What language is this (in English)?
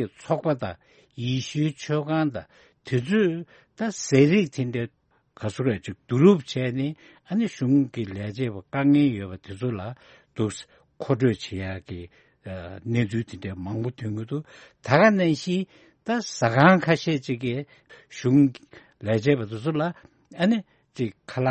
Tibetan